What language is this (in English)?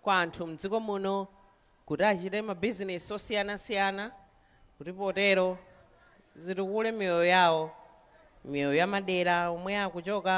Nyanja